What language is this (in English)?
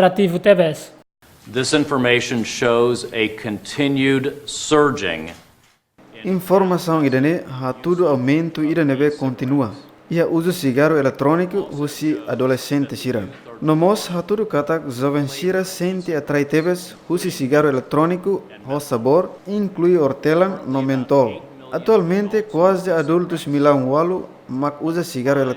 Tetum